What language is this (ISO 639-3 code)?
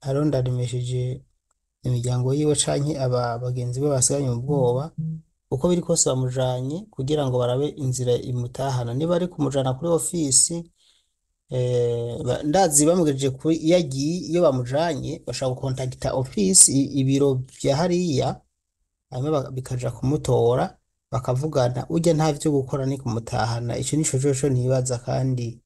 run